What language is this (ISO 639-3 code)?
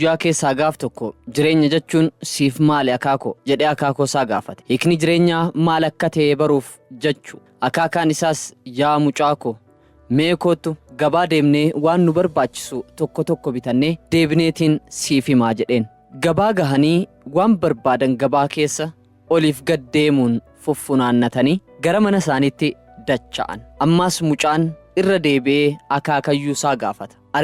orm